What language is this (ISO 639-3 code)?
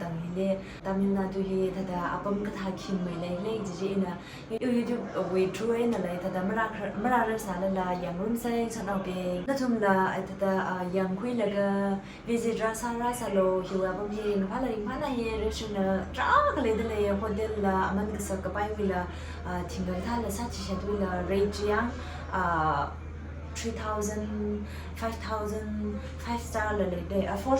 nmf